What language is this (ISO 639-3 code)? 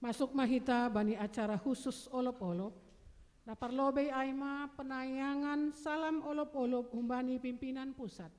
bts